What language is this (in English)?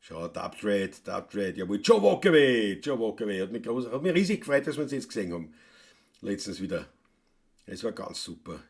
Bavarian